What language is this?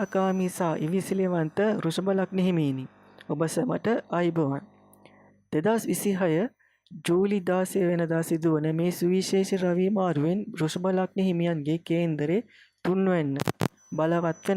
Sinhala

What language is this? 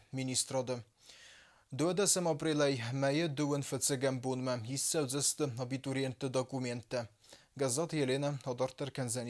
Ossetic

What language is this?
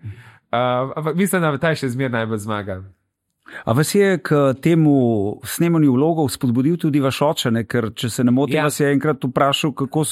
Slovenian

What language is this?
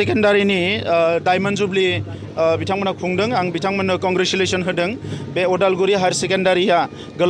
Bodo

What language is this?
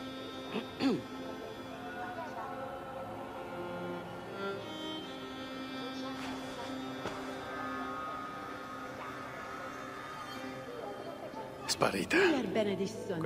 Italian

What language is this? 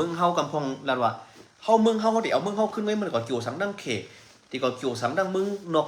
Shan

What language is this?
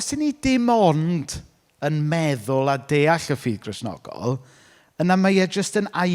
Welsh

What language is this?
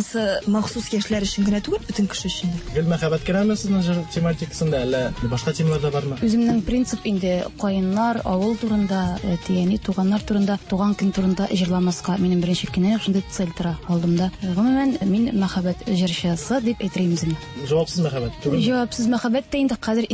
Tatar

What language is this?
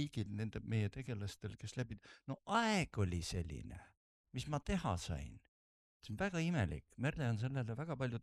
Estonian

